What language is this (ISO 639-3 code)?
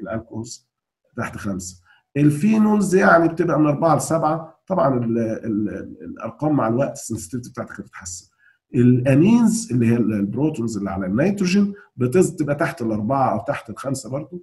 arz